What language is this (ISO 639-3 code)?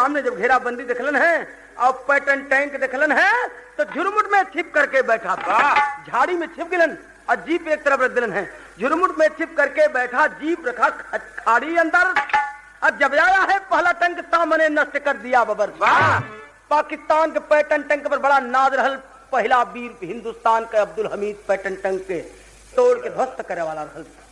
bho